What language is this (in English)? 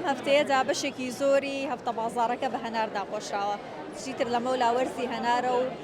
Central Kurdish